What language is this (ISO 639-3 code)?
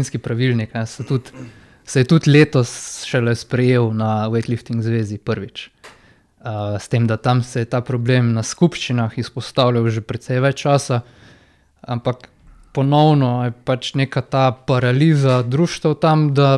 slv